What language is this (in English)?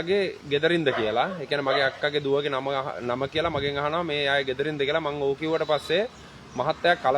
Sinhala